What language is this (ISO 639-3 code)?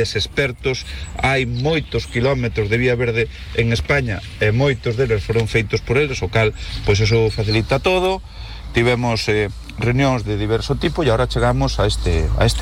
glg